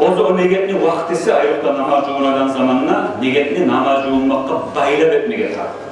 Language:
Kumyk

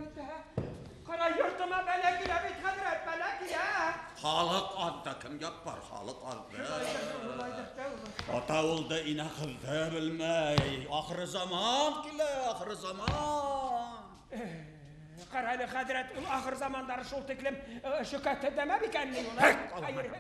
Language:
Bashkir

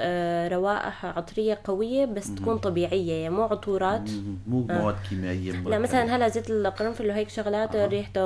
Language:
North Levantine Arabic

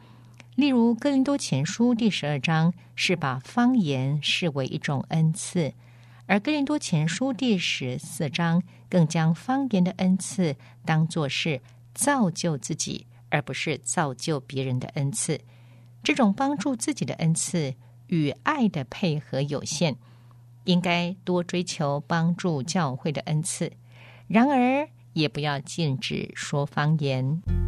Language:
Chinese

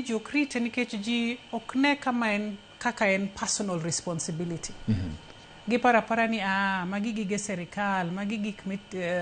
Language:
Luo (Kenya and Tanzania)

